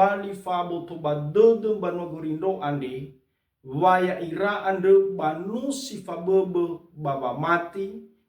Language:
Nias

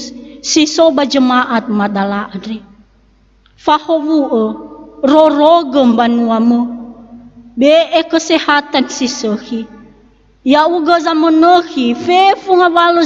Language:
Nias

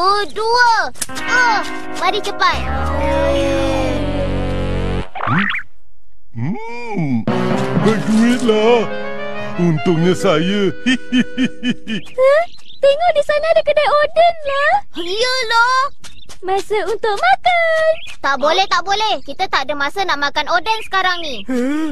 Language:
Malay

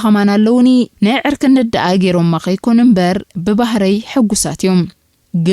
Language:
Tigrinya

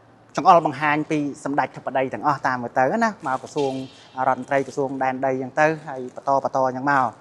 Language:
Khmer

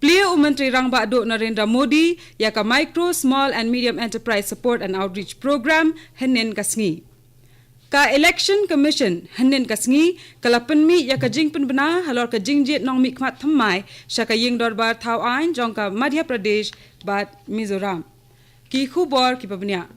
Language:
Khasi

